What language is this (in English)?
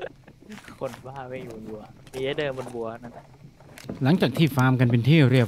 Thai